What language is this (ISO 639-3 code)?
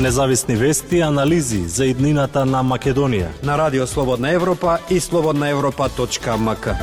mkd